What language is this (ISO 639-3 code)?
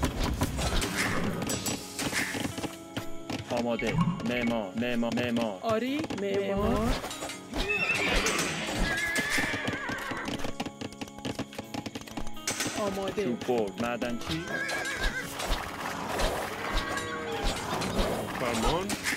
fas